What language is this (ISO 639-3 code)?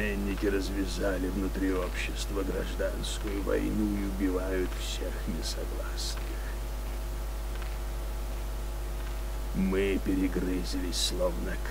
rus